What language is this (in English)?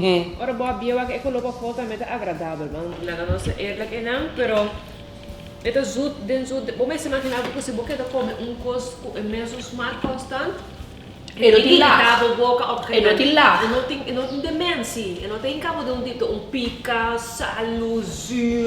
Papiamento